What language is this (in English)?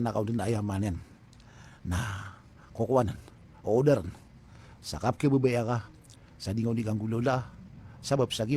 Maranao